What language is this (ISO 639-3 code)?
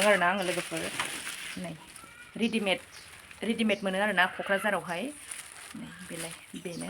brx